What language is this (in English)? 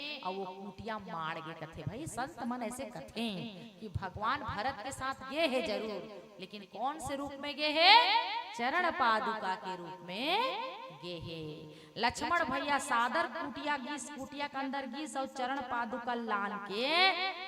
Chhattisgarhi